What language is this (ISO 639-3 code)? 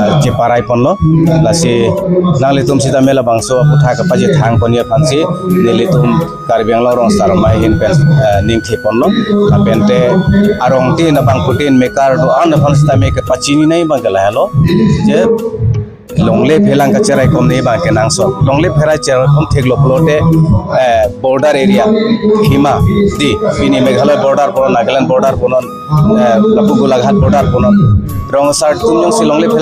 mjw